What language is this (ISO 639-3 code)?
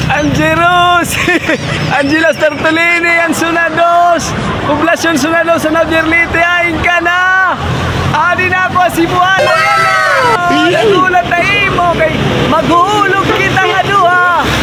war